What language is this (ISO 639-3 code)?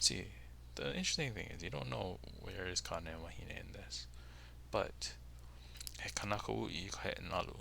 haw